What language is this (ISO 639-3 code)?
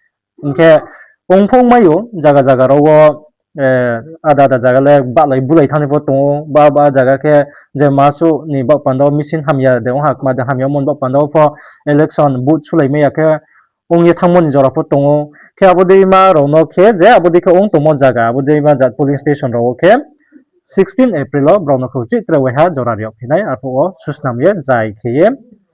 ria